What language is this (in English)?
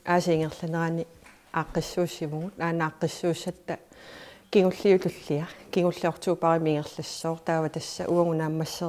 Kalaallisut